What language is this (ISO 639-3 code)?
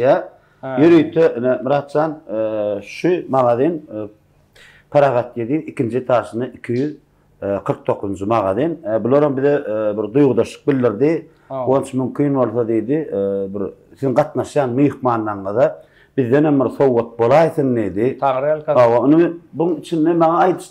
tuk